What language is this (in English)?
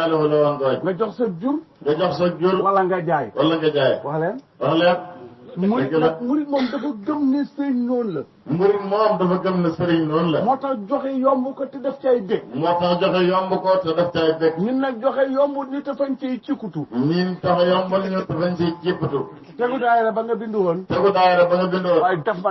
Wolof